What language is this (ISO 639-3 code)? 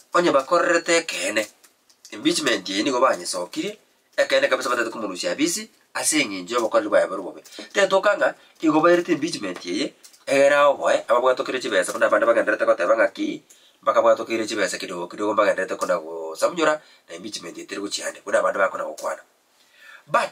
guz